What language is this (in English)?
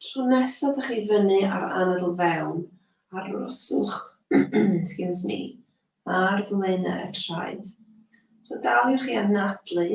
Welsh